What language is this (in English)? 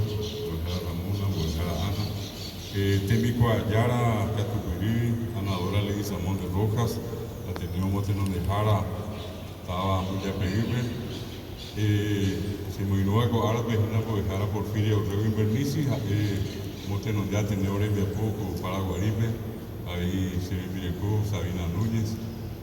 Guarani